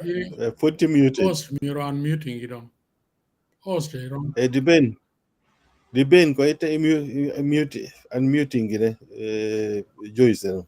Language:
Acoli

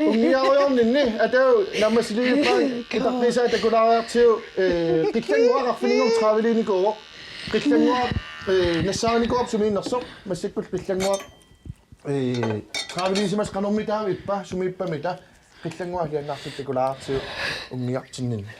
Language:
Kalaallisut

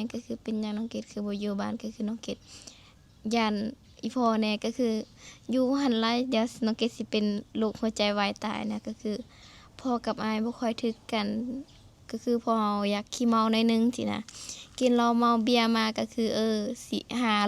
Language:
Lao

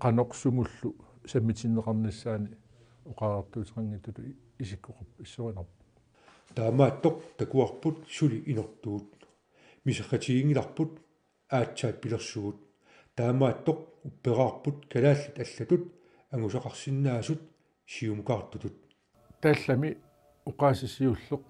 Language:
Kalaallisut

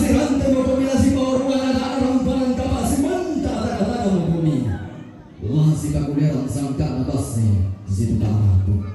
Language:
Toraja-Sa'dan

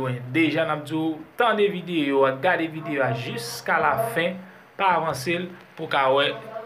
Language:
Haitian Creole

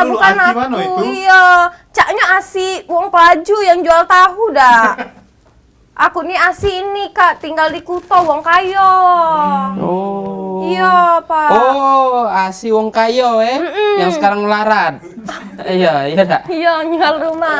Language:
Musi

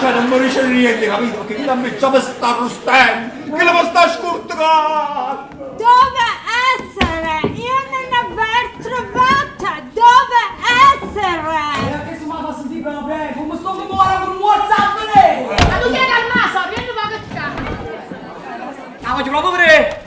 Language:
Neapolitan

